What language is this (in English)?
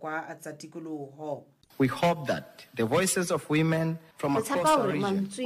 Southern Sotho